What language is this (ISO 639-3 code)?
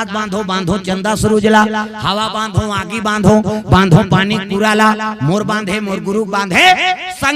hne